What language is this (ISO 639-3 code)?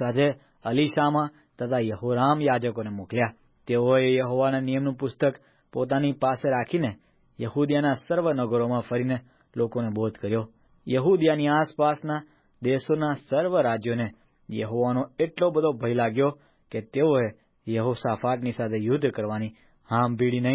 guj